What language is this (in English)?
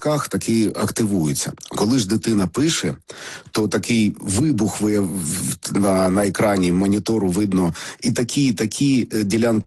Ukrainian